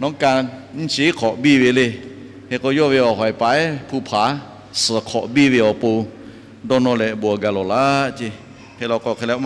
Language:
Lahu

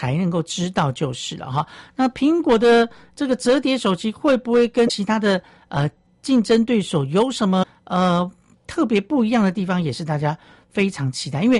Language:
Chinese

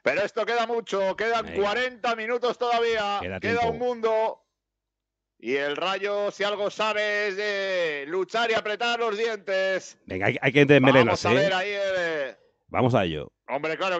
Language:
Spanish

